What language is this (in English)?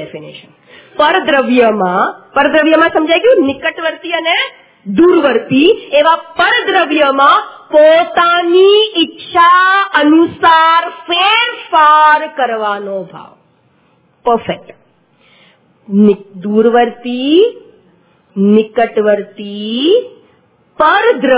Gujarati